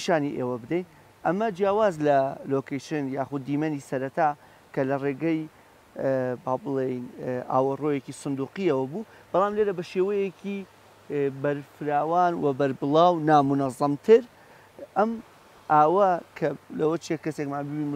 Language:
Central Kurdish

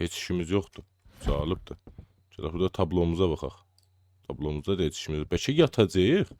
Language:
South Azerbaijani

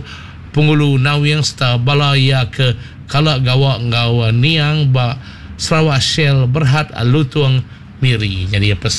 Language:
Iban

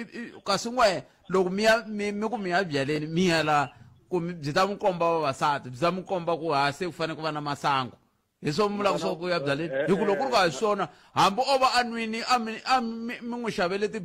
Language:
Tsonga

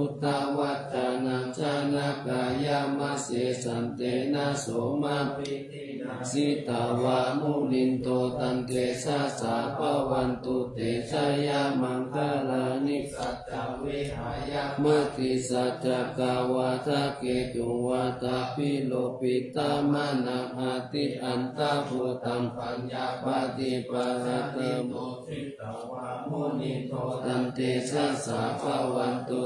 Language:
Pali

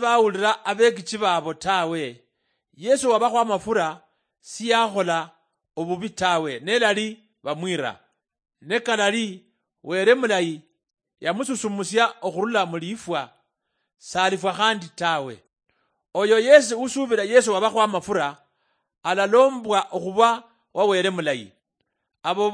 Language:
Luyia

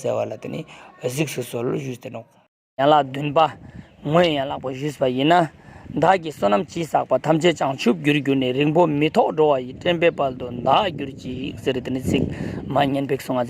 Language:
Ladakhi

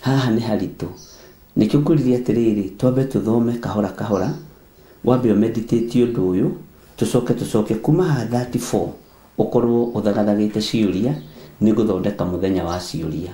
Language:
Kikuyu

